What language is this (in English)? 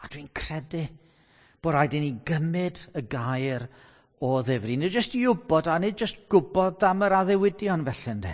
Welsh